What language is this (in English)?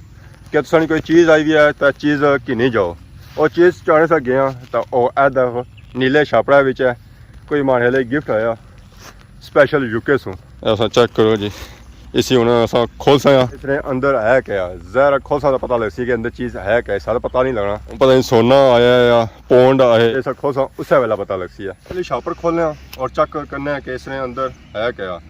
Pahari-Potwari